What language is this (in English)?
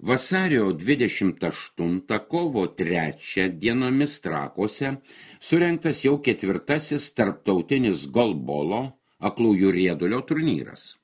Lithuanian